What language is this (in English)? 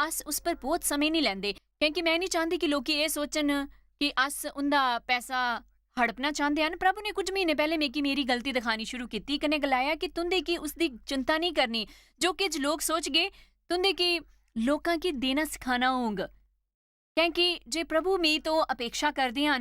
Dogri